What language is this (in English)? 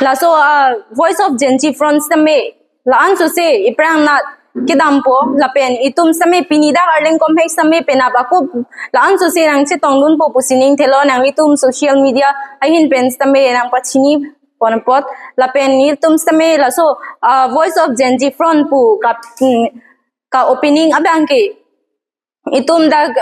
Karbi